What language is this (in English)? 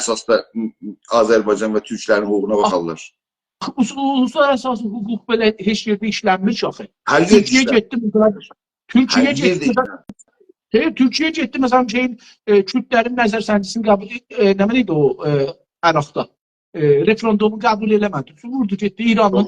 South Azerbaijani